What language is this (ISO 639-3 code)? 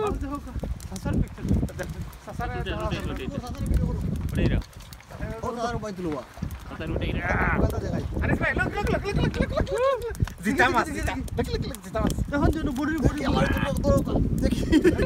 syl